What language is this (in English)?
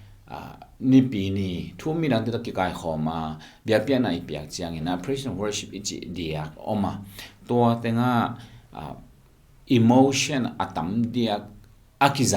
Tedim Chin